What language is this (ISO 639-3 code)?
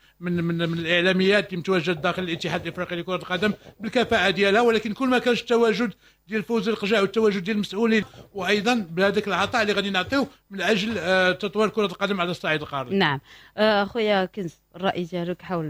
ary